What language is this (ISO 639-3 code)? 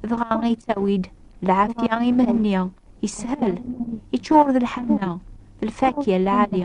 kab